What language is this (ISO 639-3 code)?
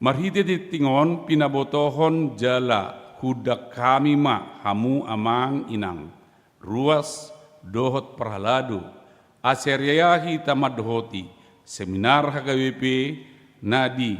bbc